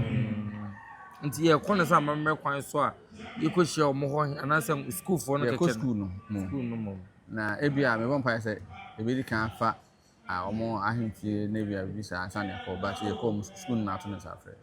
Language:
Akan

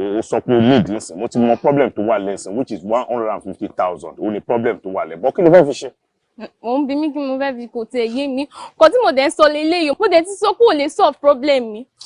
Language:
Yoruba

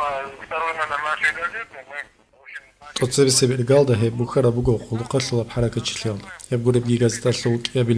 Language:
Avaric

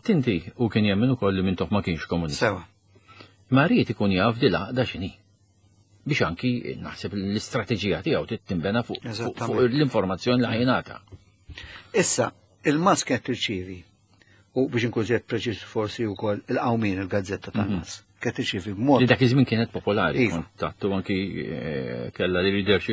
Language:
Maltese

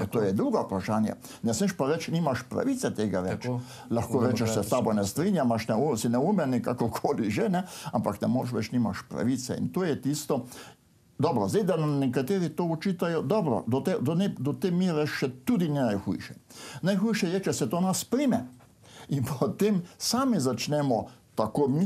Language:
Slovenian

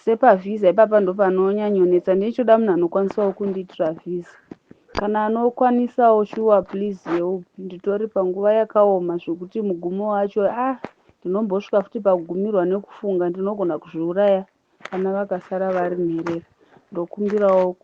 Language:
Shona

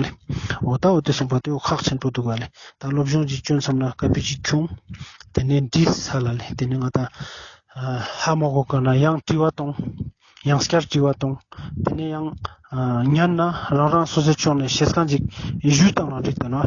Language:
Ladakhi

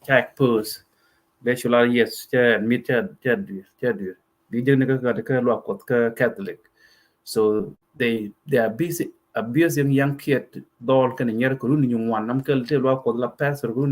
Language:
Nuer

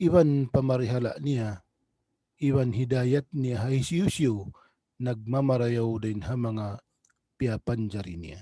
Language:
Tausug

